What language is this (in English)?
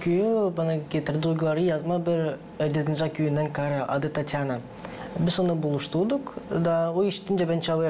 Gagauz